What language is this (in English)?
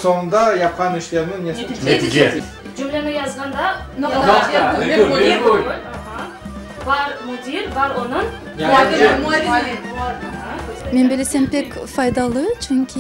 Crimean Tatar